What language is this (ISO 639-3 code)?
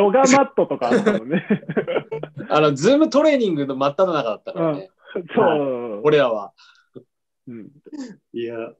jpn